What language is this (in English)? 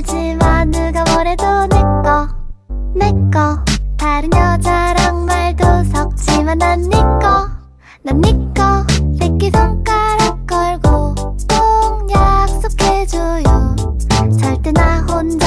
Korean